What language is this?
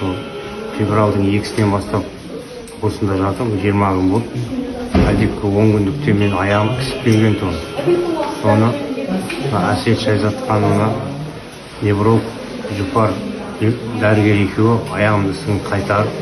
Kazakh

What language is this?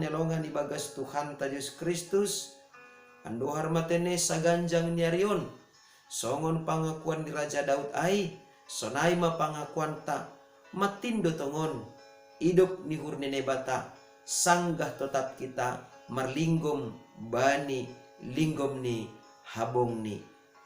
Batak Simalungun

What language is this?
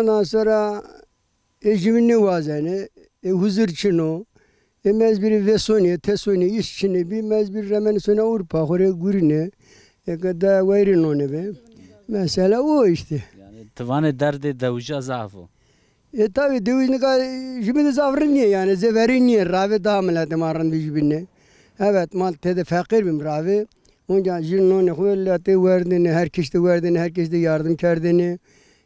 Zaza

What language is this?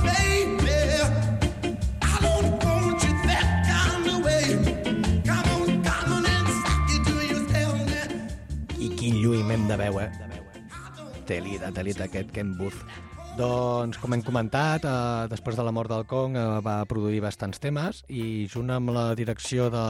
Catalan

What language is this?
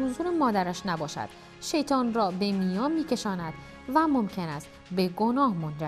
Persian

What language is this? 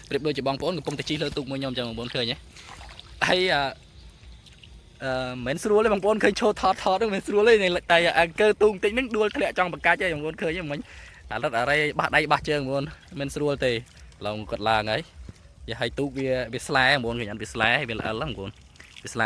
Khmer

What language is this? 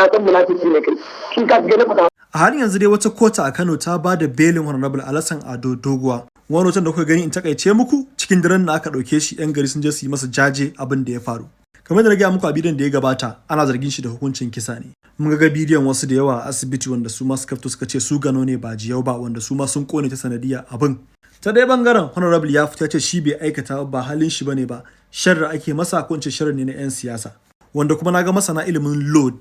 Hausa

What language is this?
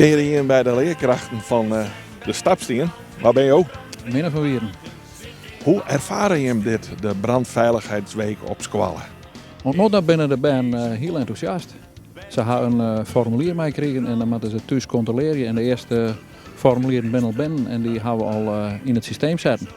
Western Frisian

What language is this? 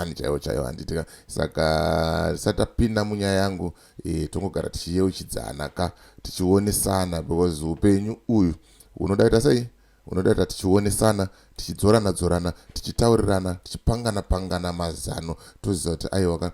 Shona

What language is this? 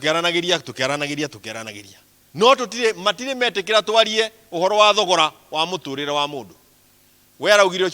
Kikuyu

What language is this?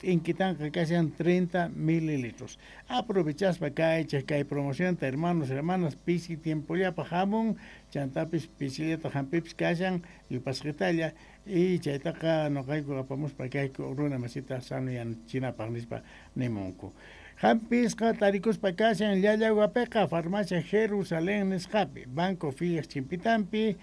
South Bolivian Quechua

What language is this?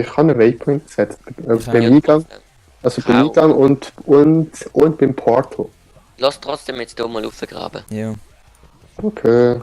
Swiss German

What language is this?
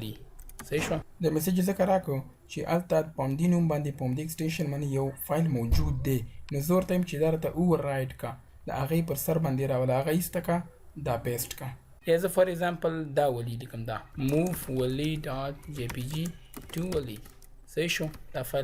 Pashto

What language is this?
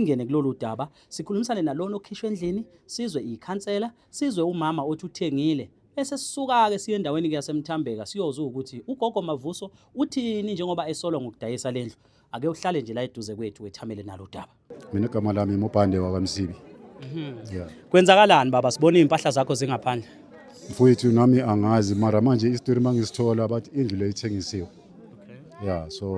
Zulu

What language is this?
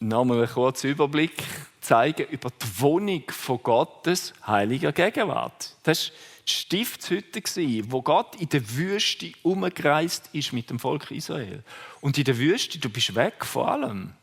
Swiss German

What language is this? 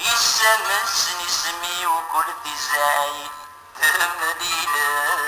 Kabyle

